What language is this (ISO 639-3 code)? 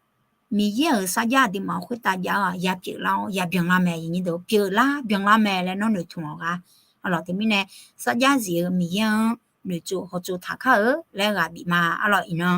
ahk